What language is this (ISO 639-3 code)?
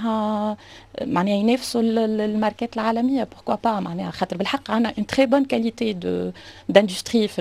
aeb